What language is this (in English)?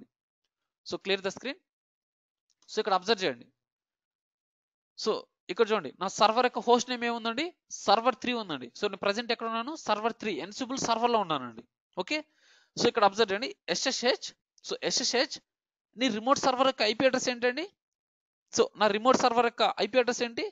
Telugu